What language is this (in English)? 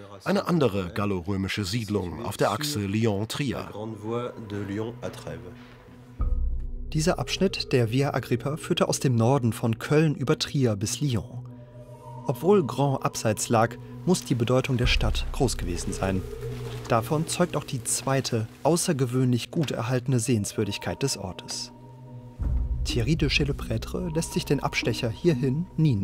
German